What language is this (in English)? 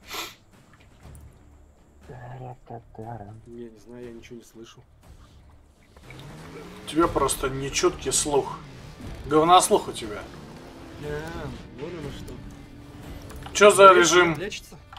Russian